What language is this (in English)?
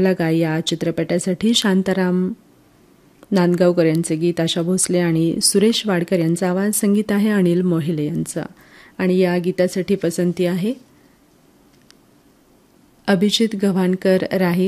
Marathi